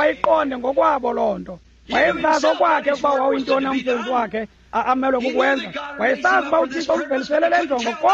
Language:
Xhosa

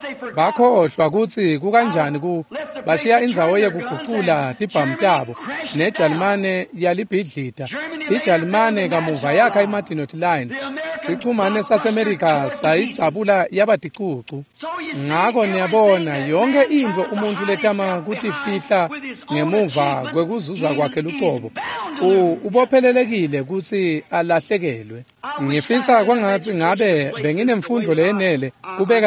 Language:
Swati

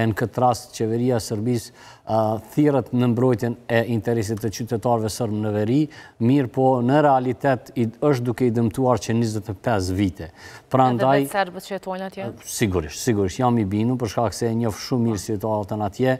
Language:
Albanian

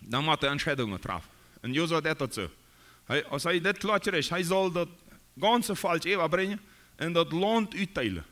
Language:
Plautdietsch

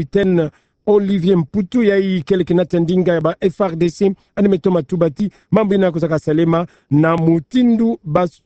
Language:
Kituba (Democratic Republic of Congo)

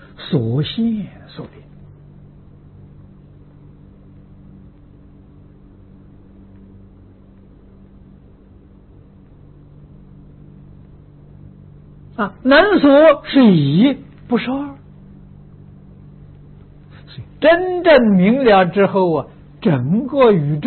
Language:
Chinese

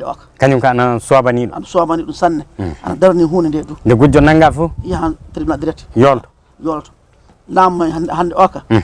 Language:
Fula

